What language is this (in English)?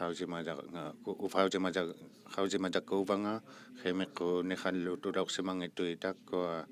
Inuktitut